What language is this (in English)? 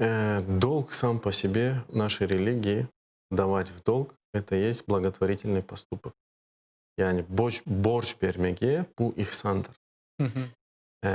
Crimean Tatar